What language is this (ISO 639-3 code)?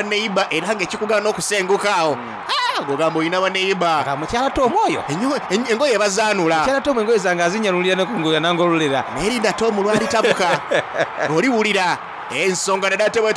xog